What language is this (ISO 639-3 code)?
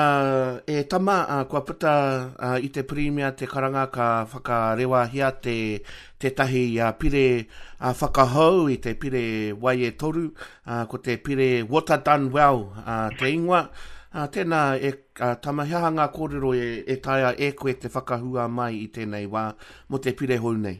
mri